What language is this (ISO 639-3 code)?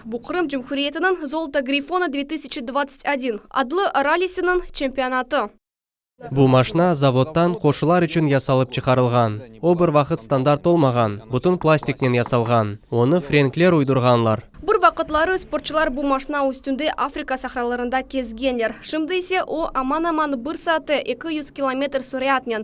crh